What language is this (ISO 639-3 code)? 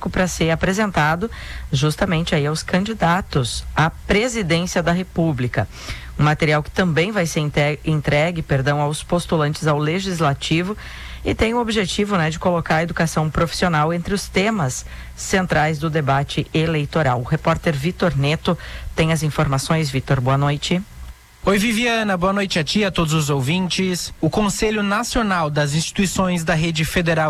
por